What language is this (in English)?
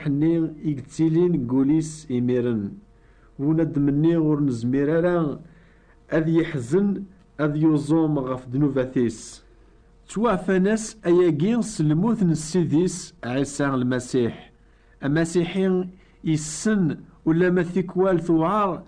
Kabyle